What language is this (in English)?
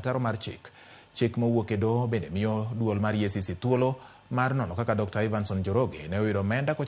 Luo (Kenya and Tanzania)